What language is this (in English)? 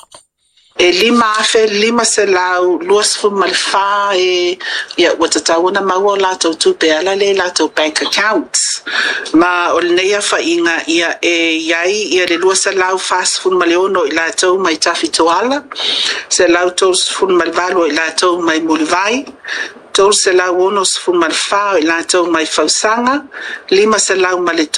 Samoan